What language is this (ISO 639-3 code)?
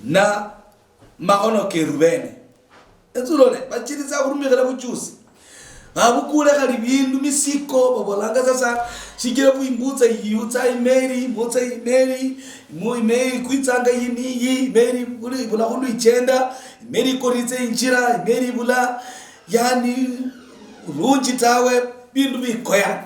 luy